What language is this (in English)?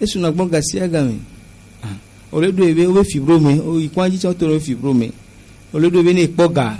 Gen